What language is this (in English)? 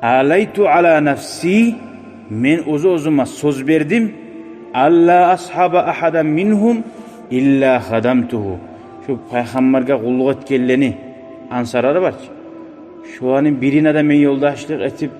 Kumyk